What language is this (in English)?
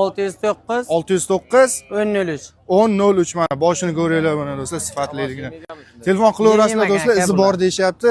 Uzbek